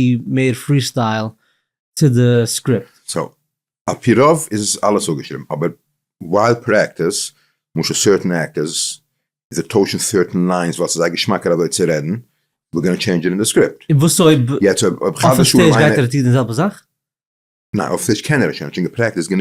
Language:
Yiddish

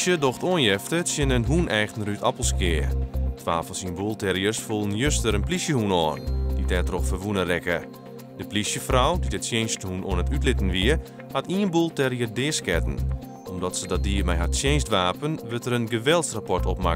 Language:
Western Frisian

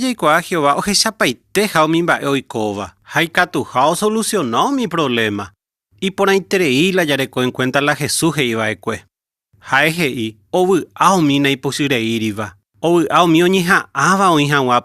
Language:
Guarani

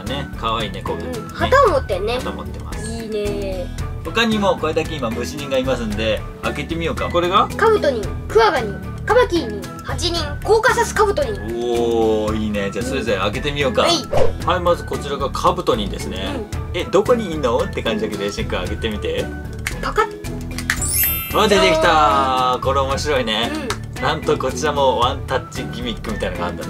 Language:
Japanese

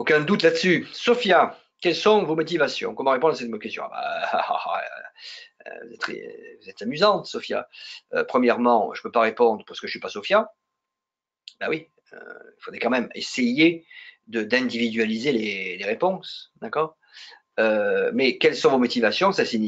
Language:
French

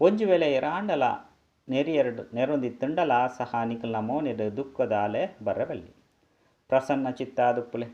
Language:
Tulu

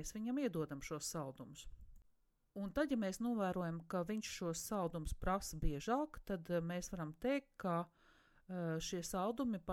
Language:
Latvian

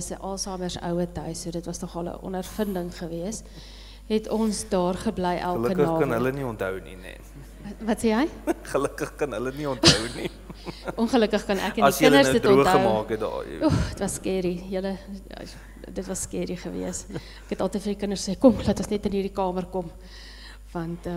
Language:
Afrikaans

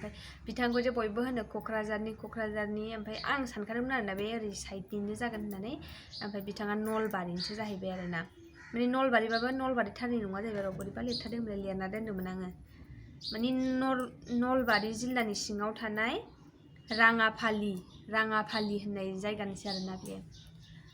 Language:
Bodo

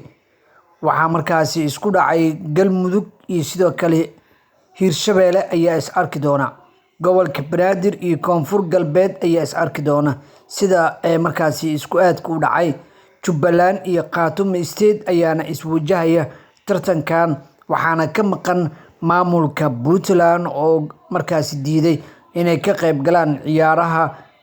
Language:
Somali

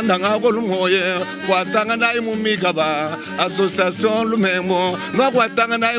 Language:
Luba-Lulua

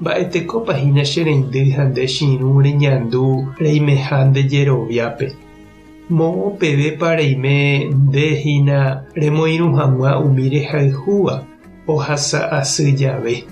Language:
Guarani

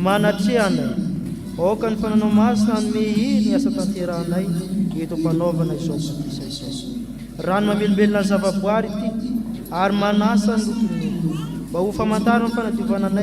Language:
Malagasy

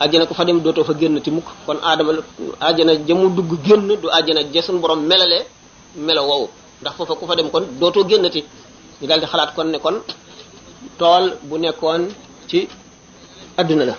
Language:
Wolof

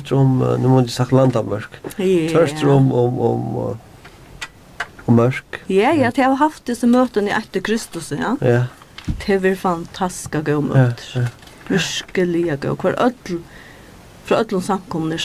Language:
Faroese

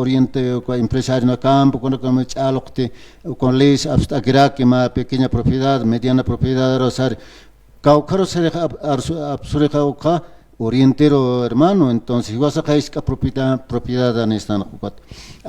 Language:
Aymara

